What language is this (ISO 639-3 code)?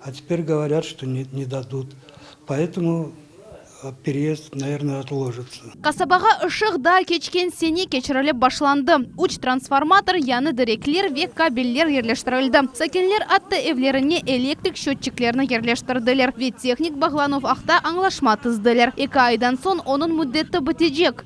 crh